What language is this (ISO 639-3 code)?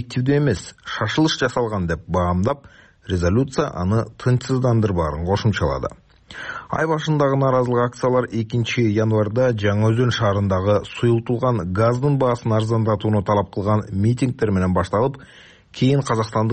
kir